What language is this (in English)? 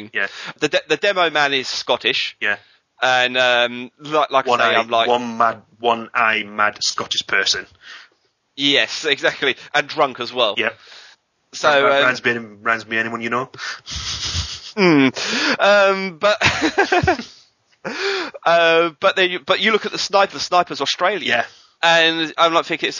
English